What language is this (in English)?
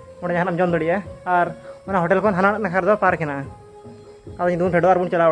Santali